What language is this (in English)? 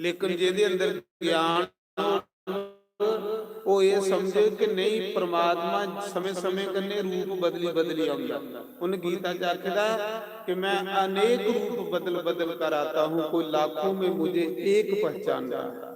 Dogri